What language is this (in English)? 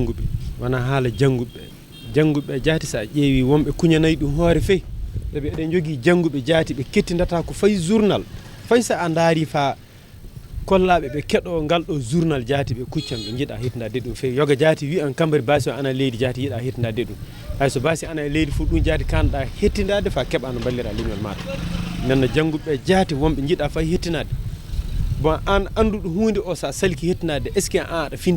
Fula